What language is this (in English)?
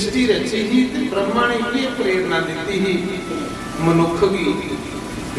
Dogri